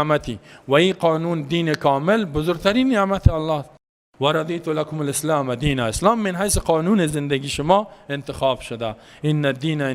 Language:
Persian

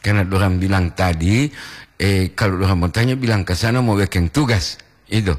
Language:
Gorontalo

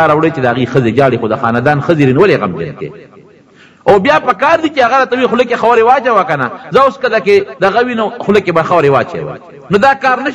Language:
Pashto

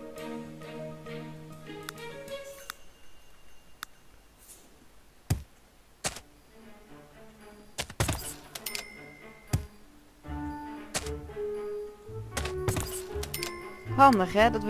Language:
Dutch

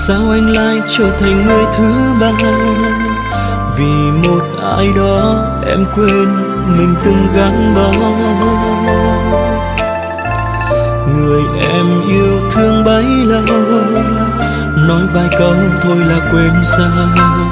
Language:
Vietnamese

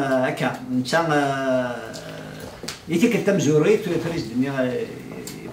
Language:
Kabyle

